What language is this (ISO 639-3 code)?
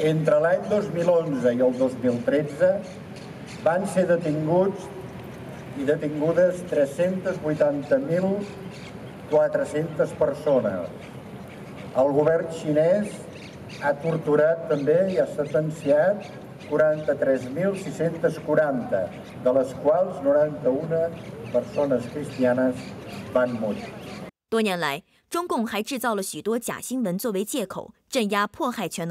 cat